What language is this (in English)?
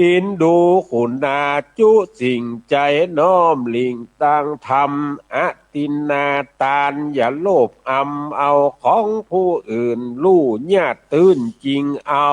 Northern Thai